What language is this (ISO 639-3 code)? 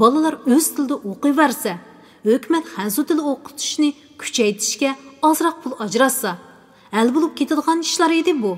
uig